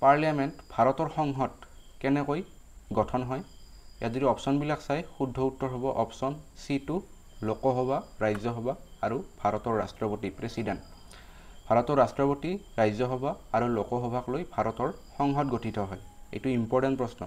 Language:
Assamese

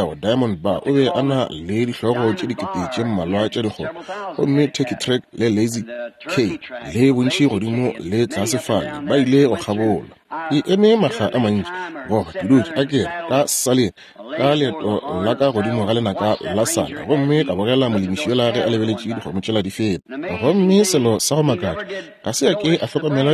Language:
Northern Sotho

